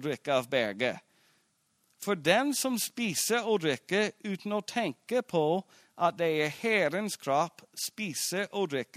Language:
Norwegian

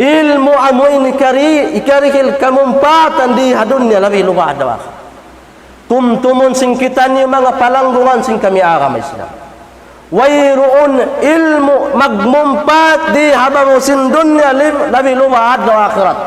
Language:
Tausug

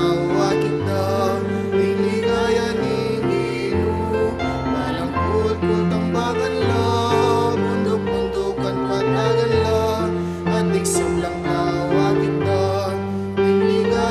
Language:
Pampanga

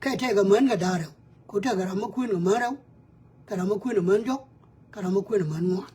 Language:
Nuer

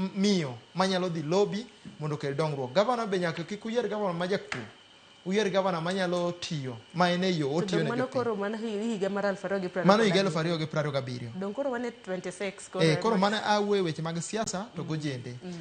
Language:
Luo (Kenya and Tanzania)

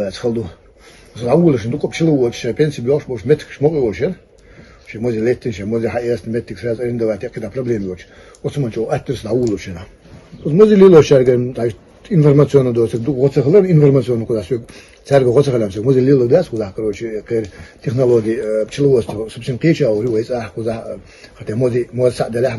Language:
Chechen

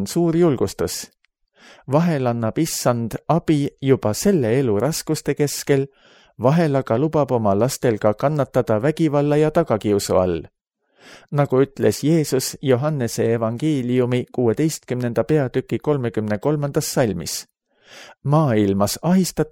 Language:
Estonian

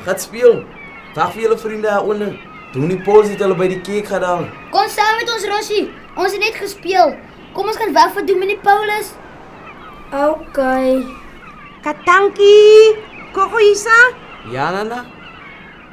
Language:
Afrikaans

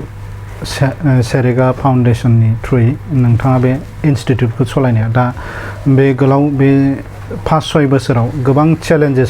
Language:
Bodo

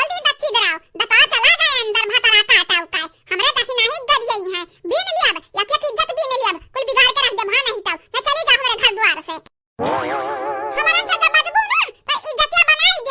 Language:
Awadhi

